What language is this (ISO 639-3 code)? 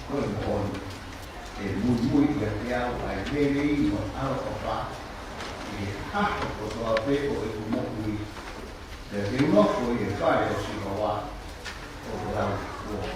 ton